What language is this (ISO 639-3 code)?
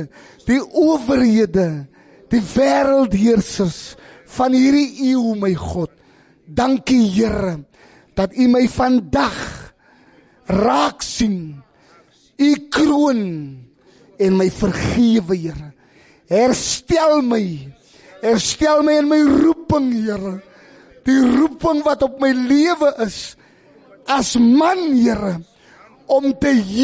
afr